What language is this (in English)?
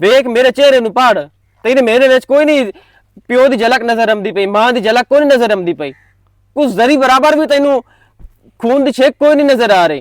Western Panjabi